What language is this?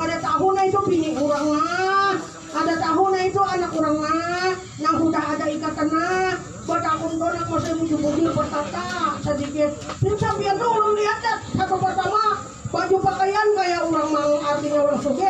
Banjar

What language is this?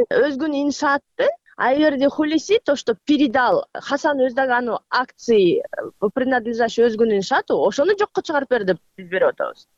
Kyrgyz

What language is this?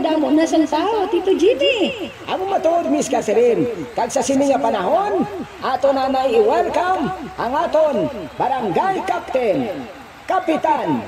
Hiligaynon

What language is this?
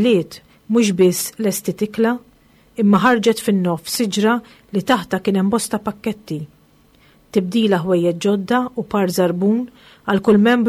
Maltese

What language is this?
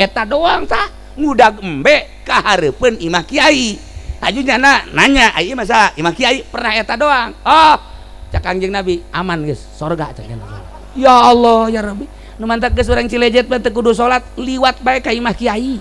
Sundanese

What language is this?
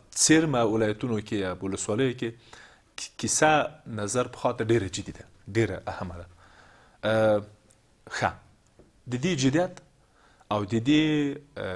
Pashto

